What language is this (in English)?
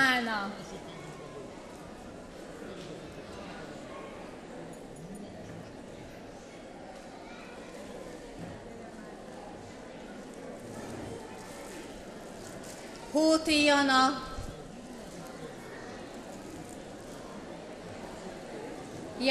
Hungarian